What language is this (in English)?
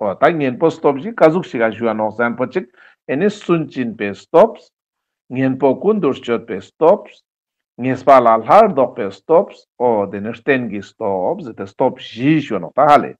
Ladakhi